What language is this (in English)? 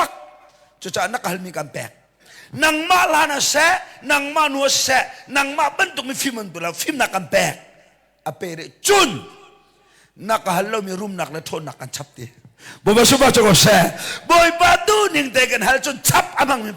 Hakha Chin